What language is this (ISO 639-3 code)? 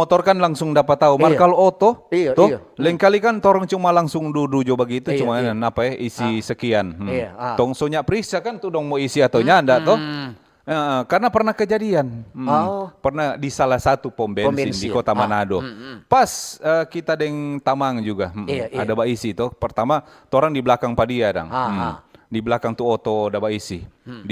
xmm